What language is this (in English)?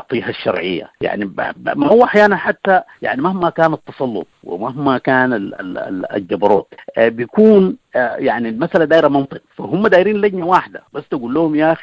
Sudanese Arabic